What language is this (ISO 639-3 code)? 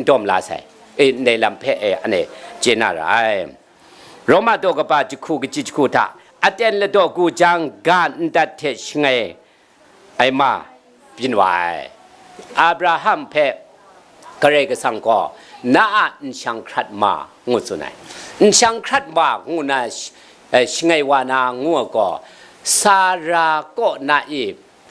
kac